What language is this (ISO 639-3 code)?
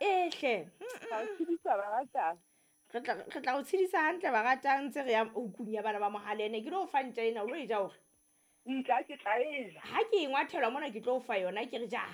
sot